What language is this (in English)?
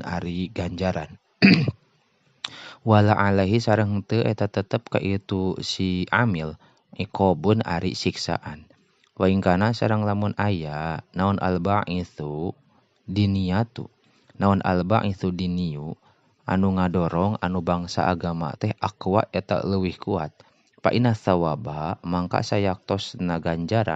Sundanese